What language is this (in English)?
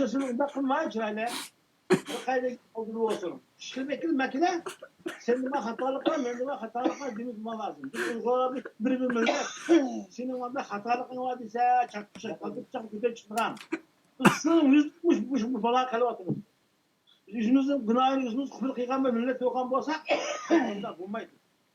Uyghur